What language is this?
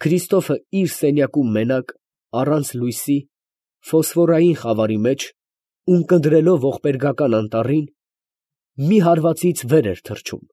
Armenian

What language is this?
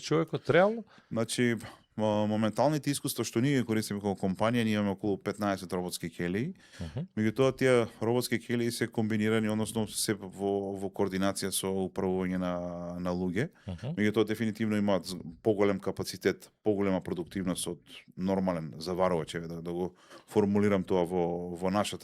Macedonian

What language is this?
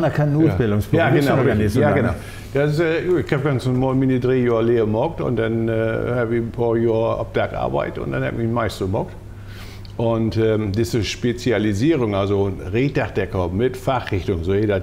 Low German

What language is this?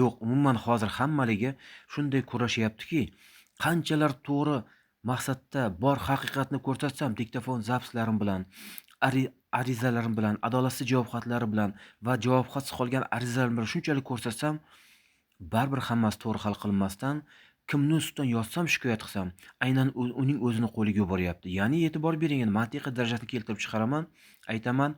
Uzbek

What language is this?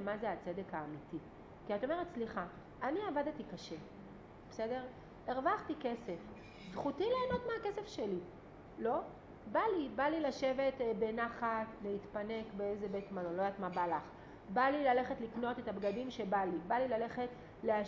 Hebrew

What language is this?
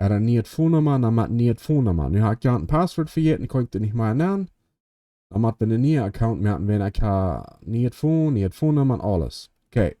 Plautdietsch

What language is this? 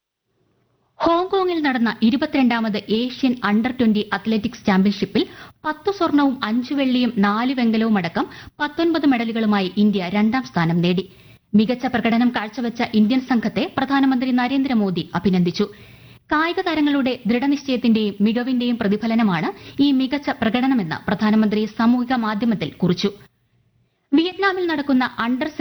Malayalam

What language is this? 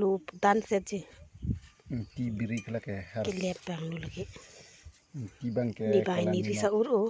Karbi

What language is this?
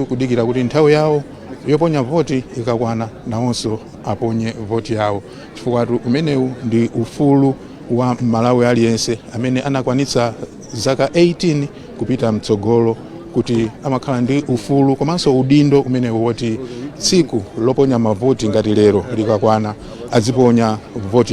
Nyanja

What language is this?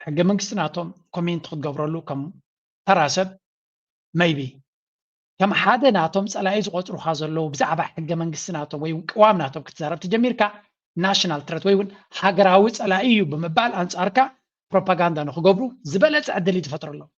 Tigrinya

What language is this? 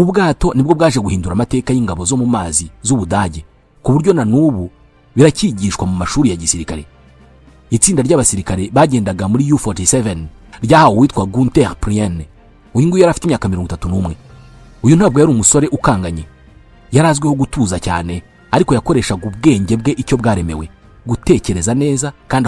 Kinyarwanda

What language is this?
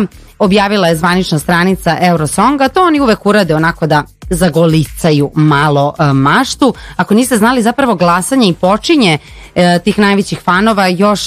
Serbian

